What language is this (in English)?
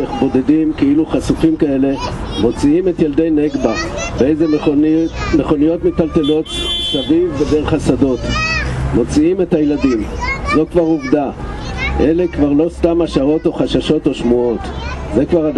Hebrew